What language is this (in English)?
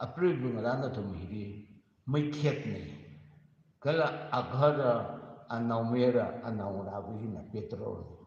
Tangkhul Naga (India)